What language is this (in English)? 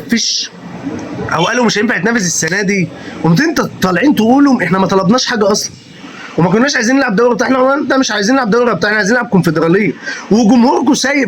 Egyptian Arabic